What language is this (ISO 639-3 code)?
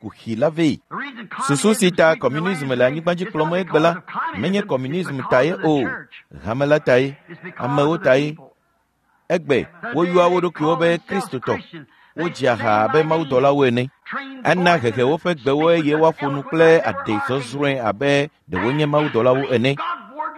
ewe